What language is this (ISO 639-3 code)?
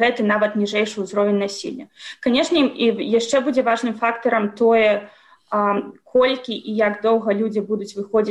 bel